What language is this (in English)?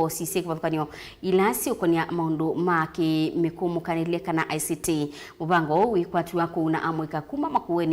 Kamba